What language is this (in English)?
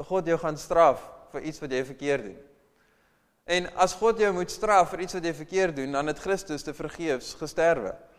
Afrikaans